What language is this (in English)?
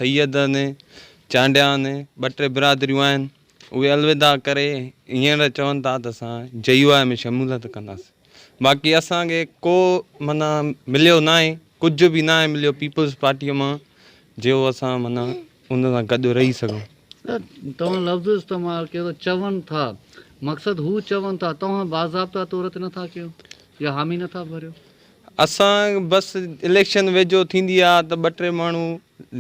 Sindhi